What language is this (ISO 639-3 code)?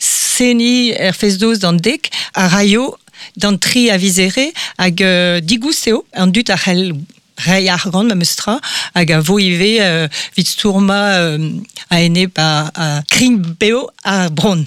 bre